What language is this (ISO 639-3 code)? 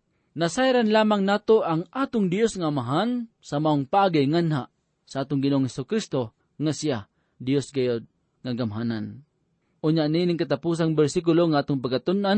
ceb